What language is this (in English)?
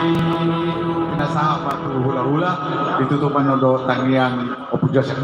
Batak Toba